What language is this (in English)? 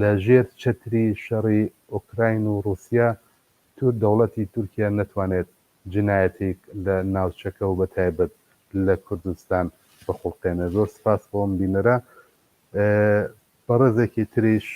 Central Kurdish